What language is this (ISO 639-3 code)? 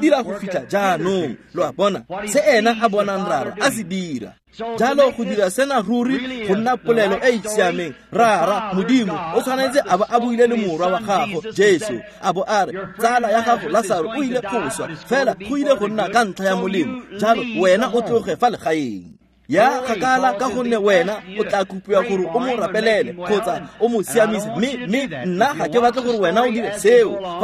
tsn